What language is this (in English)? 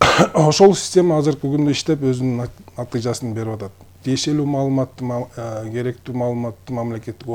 Kyrgyz